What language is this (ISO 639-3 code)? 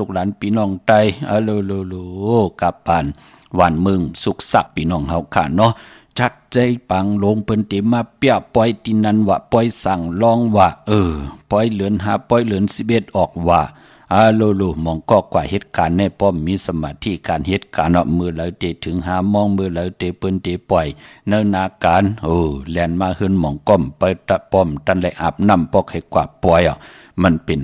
shn